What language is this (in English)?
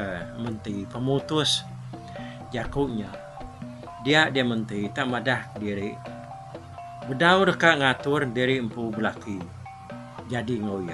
Iban